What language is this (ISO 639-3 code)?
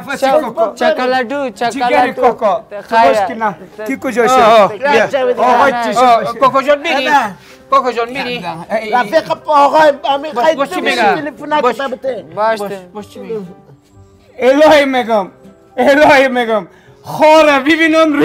fas